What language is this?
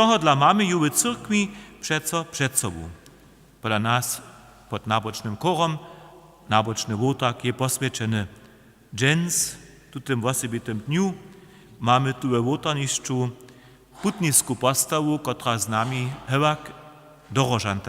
Upper Sorbian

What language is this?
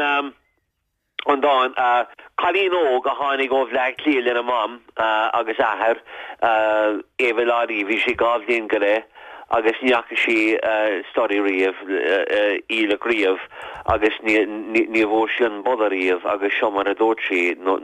Irish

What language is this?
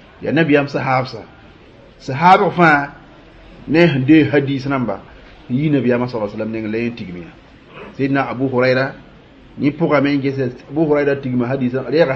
Mossi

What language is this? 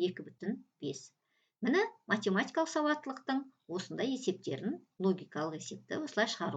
Kazakh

